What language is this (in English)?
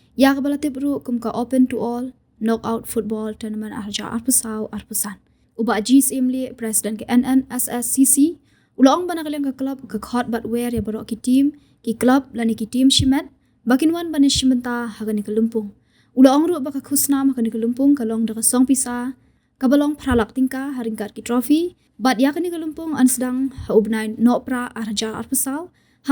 Khasi